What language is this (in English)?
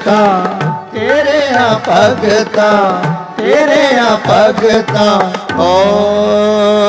Punjabi